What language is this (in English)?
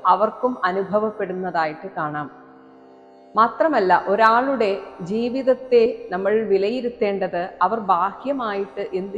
Malayalam